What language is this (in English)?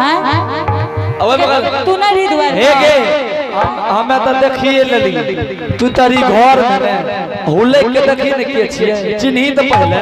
Angika